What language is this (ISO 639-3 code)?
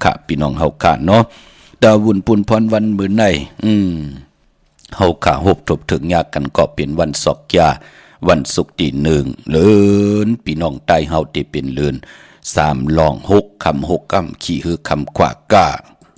shn